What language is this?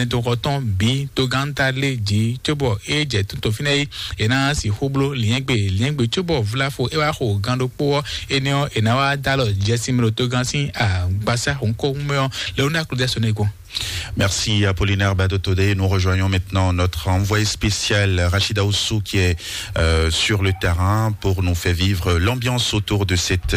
Fon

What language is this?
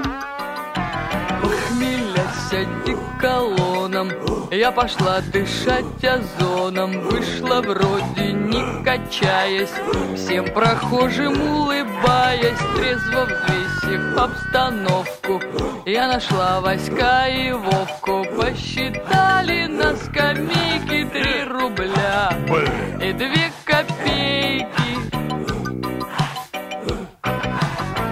Russian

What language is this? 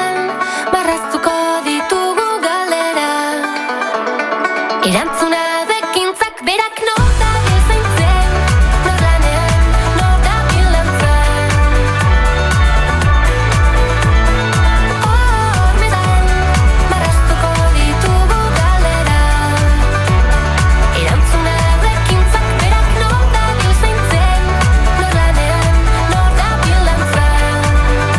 Basque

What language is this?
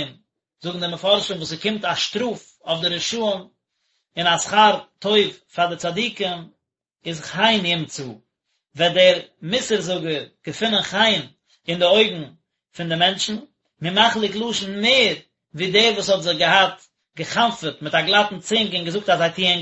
Yiddish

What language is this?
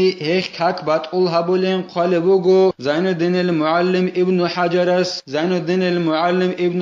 Avaric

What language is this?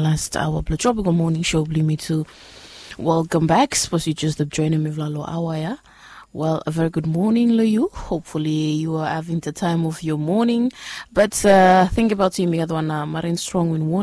Bislama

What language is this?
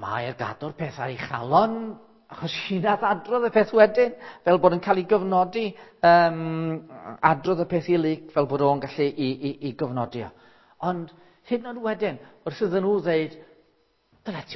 Welsh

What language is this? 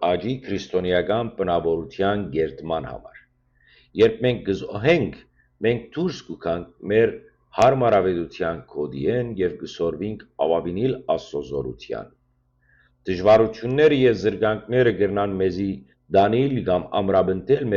Western Armenian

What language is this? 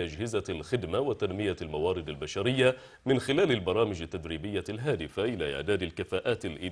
Arabic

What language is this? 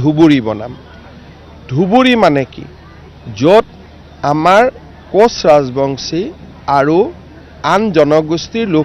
Assamese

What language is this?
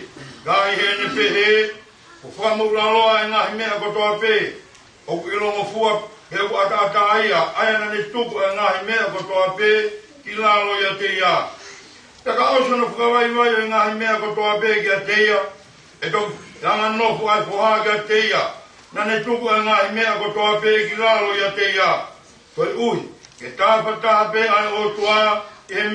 Tongan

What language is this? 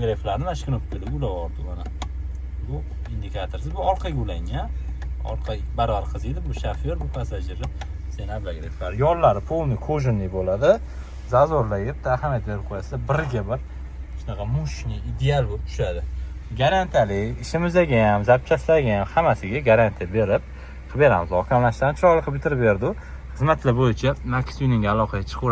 Uzbek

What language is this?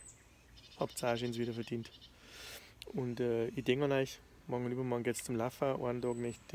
Bavarian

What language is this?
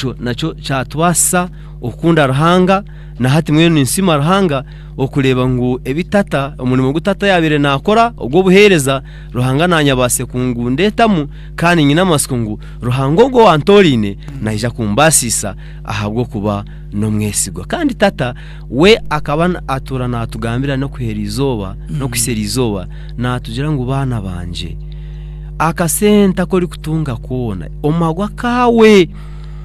Nyankole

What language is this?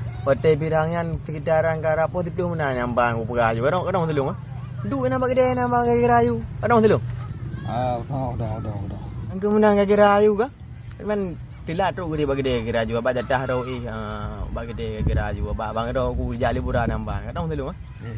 Achinese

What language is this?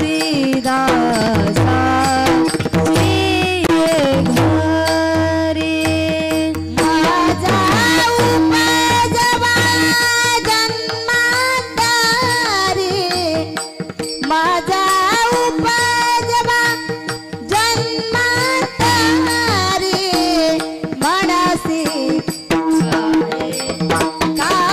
Marathi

